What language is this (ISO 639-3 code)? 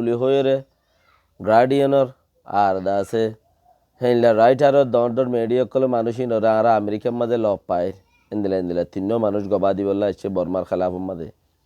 rhg